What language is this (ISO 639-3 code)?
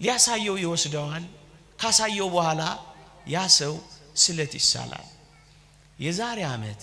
amh